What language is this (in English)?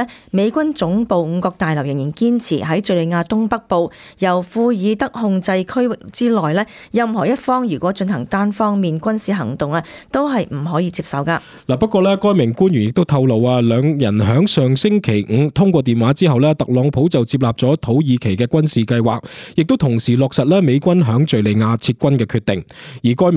Cantonese